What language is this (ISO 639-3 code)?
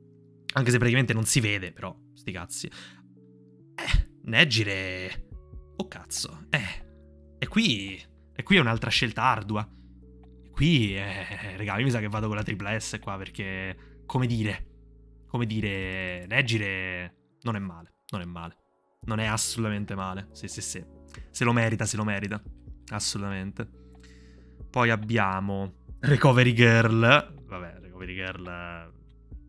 ita